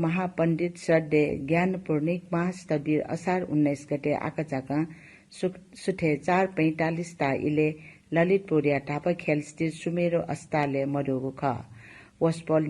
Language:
Newari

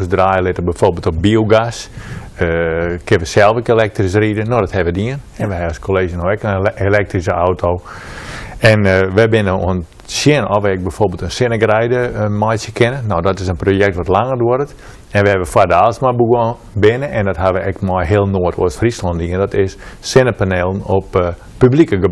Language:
Western Frisian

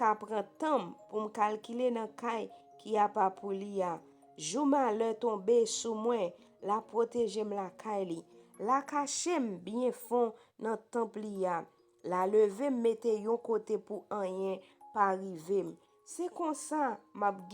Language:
Haitian Creole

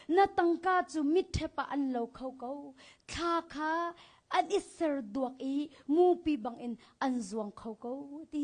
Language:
Hakha Chin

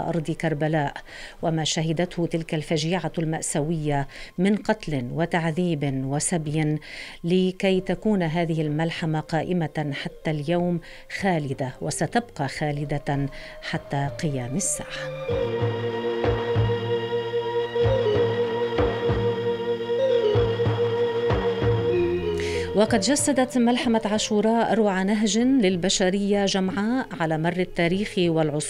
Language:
Arabic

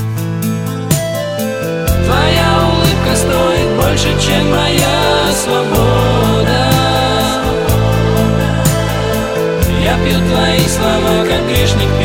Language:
Russian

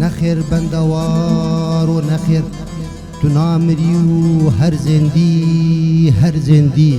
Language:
Kurdish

